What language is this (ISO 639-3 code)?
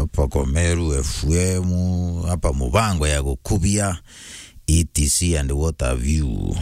mer